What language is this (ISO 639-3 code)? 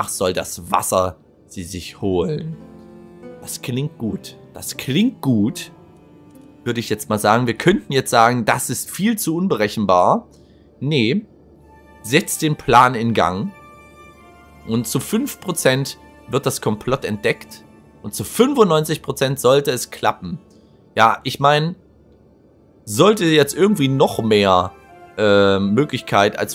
deu